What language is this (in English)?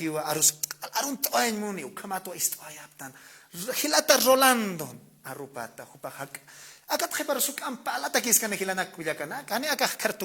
Aymara